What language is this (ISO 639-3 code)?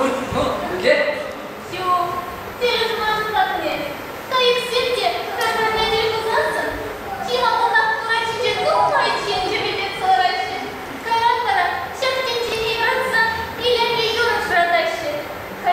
chv